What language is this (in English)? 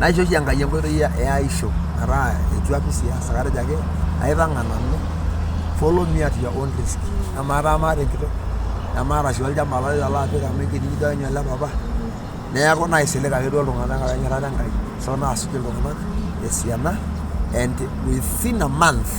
Masai